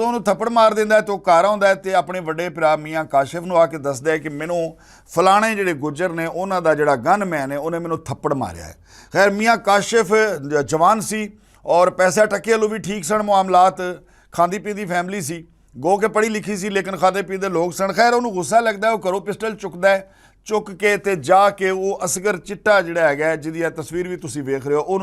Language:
Western Panjabi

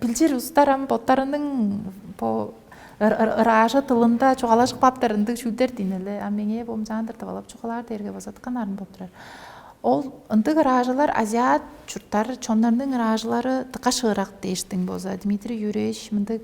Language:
Tuvinian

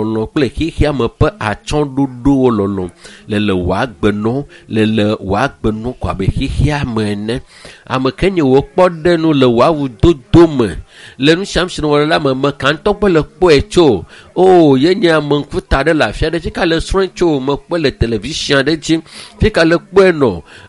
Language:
Ewe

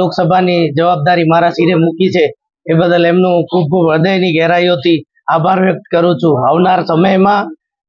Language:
Gujarati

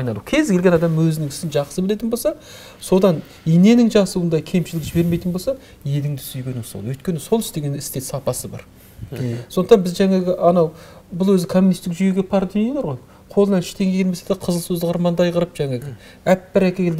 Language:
Kazakh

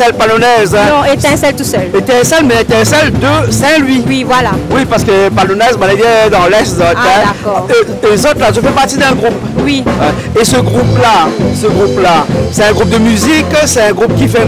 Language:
Réunion Creole French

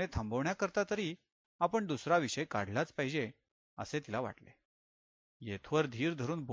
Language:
Marathi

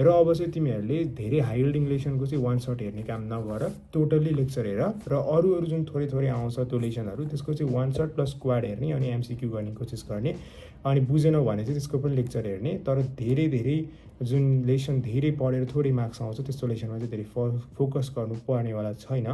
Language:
Nepali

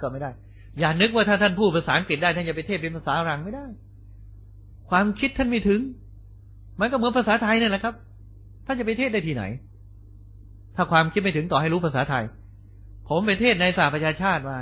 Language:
Thai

